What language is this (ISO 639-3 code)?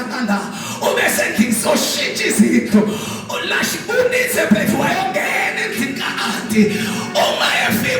zul